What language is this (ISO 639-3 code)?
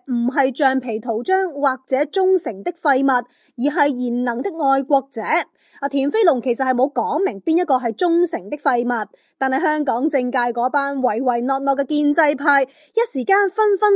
yue